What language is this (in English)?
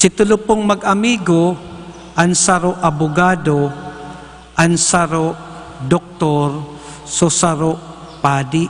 Bikol